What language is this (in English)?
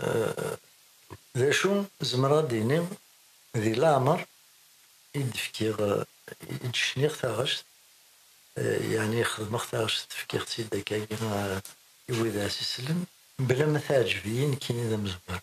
Kabyle